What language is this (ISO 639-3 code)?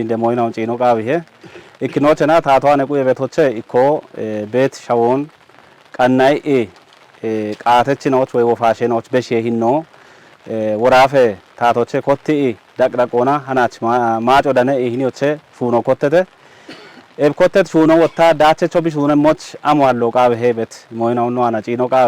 kbr